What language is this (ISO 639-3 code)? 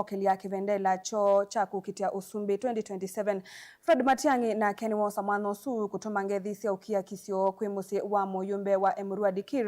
kam